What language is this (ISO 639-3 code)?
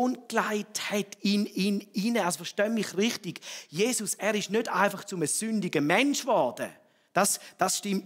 gsw